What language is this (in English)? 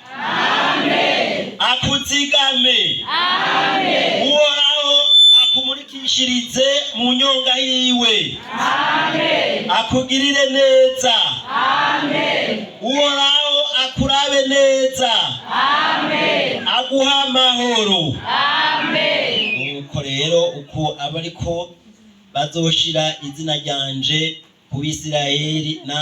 Rundi